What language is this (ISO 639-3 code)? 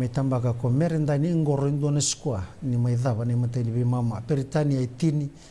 fij